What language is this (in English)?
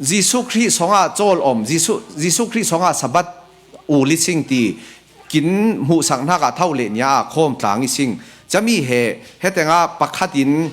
Falam Chin